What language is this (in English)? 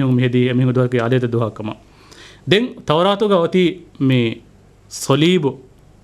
Divehi